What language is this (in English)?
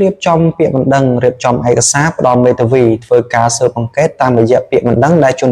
Khmer